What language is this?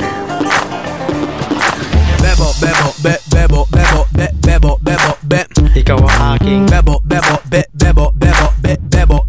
Filipino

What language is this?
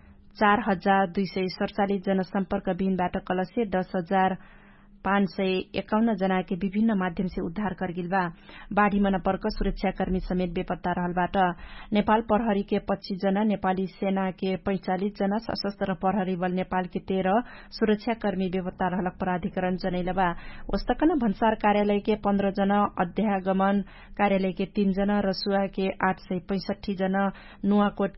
Dangaura Tharu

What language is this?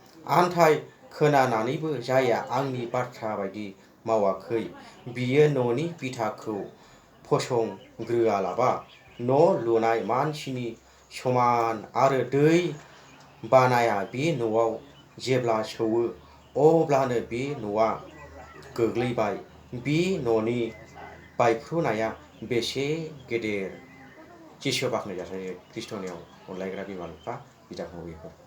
Bodo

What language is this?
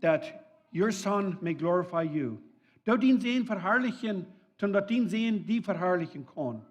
Plautdietsch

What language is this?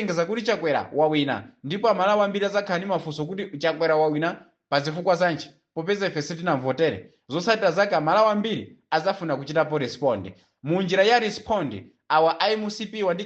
Nyanja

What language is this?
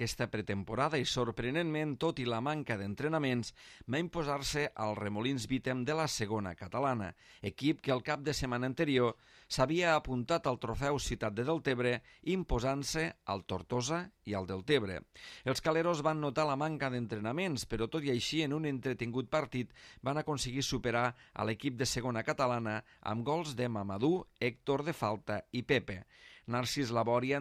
Catalan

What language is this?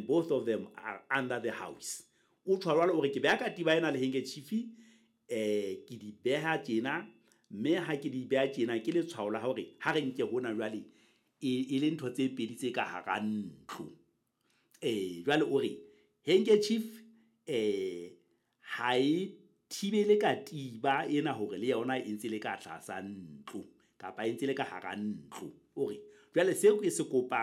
Southern Sotho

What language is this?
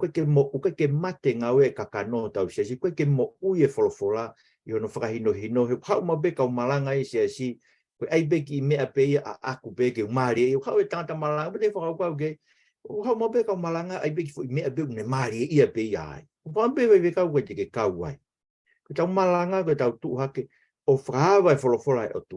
Tongan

